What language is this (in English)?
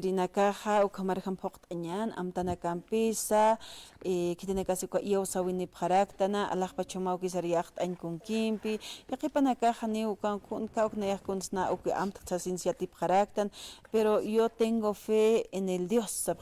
Aymara